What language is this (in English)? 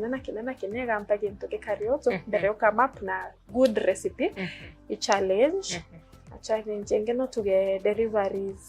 Meru